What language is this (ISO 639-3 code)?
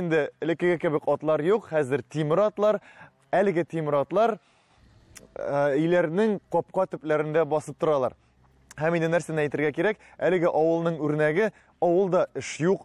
tat